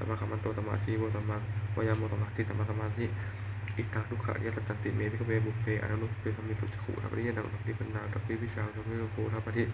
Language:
Pali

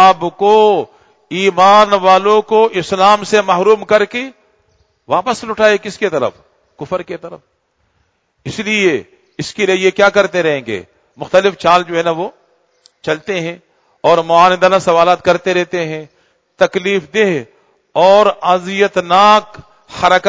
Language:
Urdu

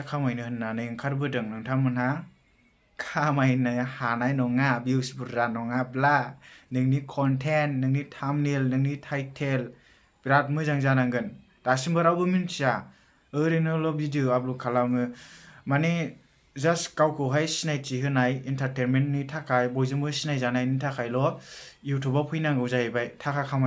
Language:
Bodo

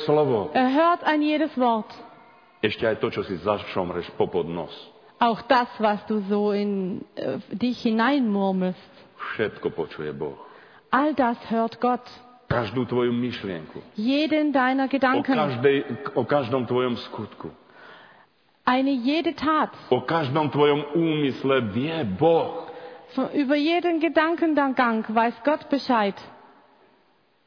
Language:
Slovak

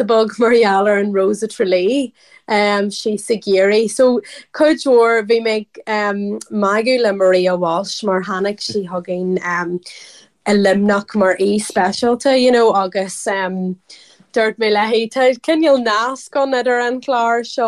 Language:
Irish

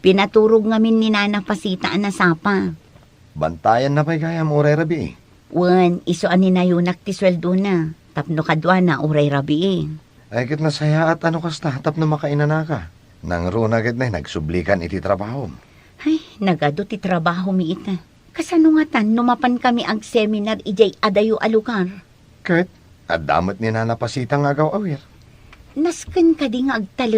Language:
Iloko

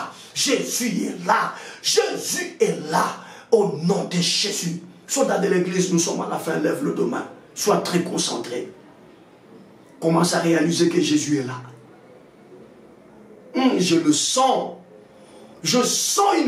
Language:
French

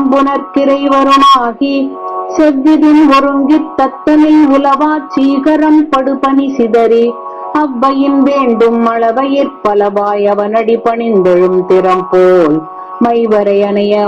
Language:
Tamil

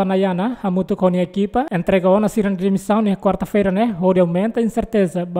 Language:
Tetum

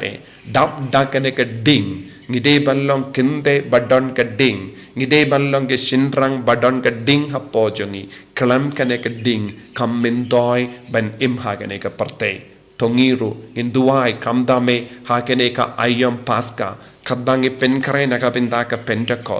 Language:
Khasi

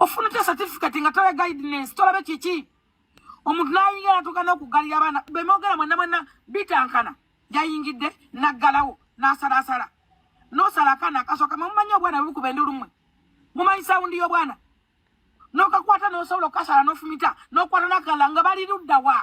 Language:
Ganda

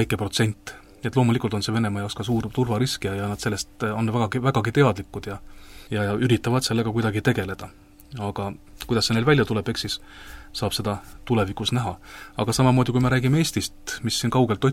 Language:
Estonian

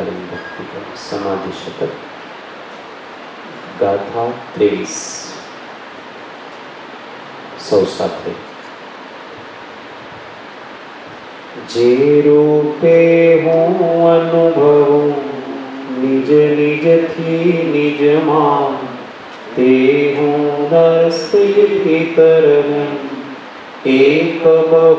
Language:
Gujarati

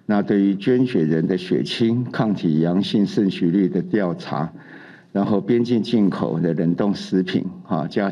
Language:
Min Nan Chinese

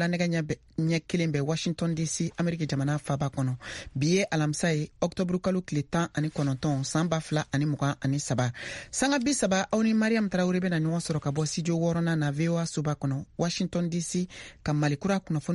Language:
Bambara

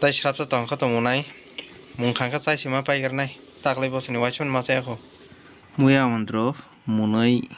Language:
Kok Borok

